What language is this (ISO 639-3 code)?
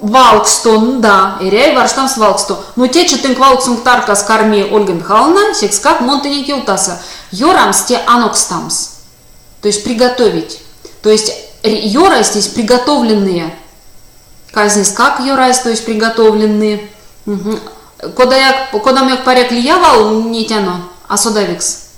myv